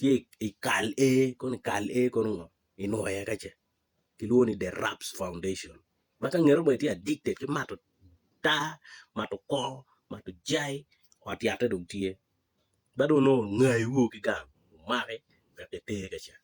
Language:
Acoli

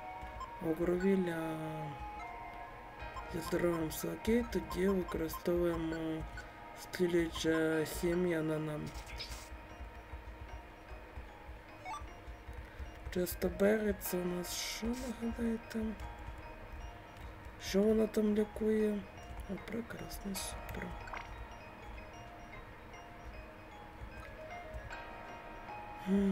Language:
Ukrainian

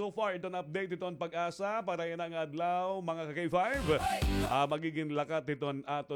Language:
Waray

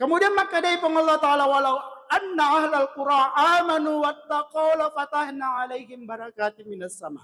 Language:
Buginese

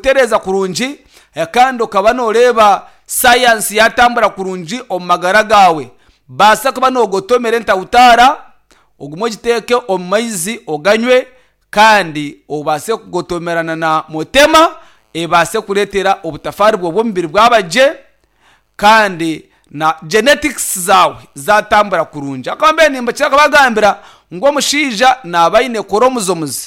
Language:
Nyankole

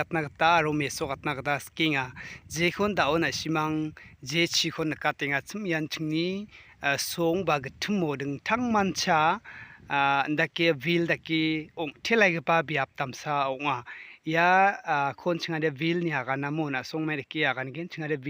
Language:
Garo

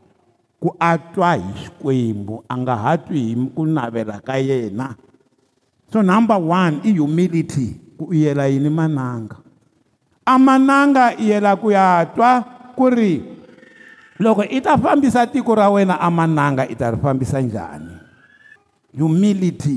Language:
Tsonga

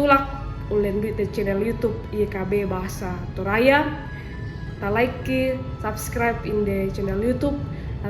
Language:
Toraja-Sa'dan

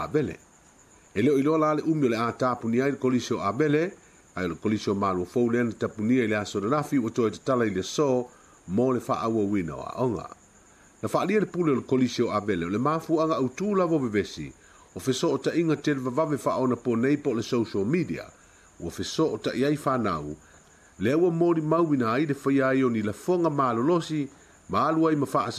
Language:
Samoan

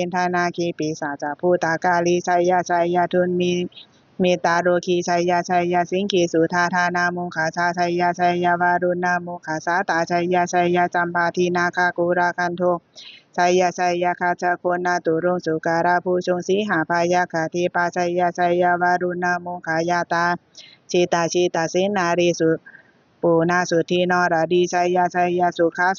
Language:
Pali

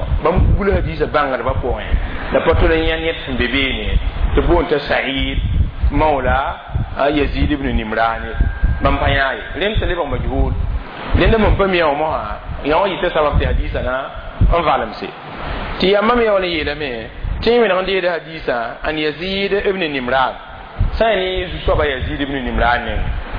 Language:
Mossi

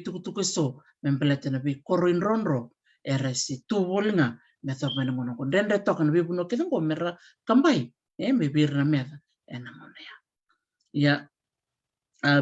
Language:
Fijian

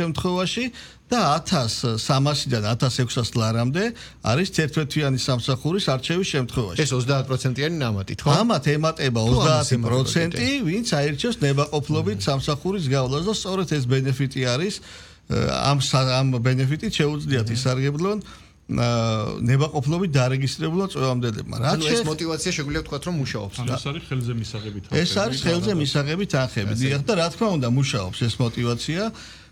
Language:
Georgian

